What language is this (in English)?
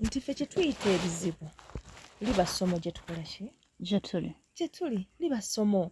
Ganda